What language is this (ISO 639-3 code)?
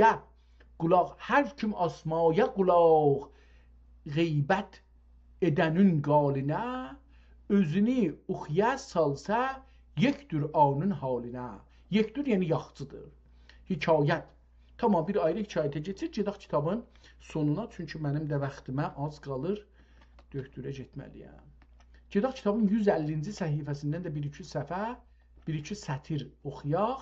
azb